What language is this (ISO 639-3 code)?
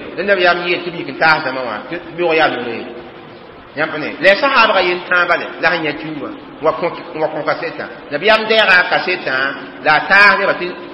mos